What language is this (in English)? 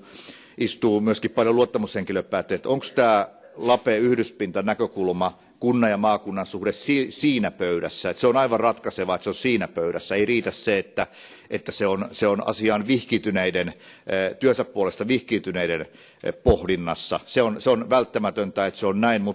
Finnish